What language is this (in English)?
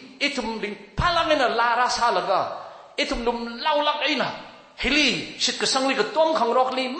Tangkhul Naga (India)